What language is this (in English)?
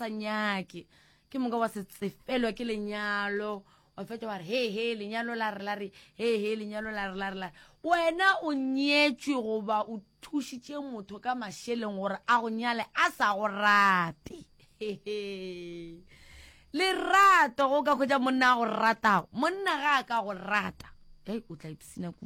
Northern Sotho